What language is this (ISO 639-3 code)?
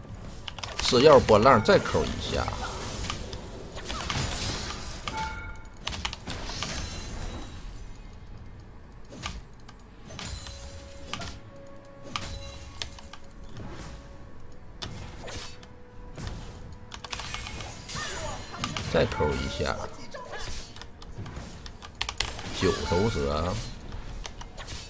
zho